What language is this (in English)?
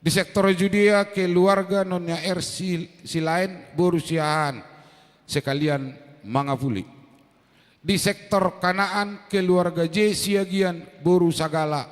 Batak Toba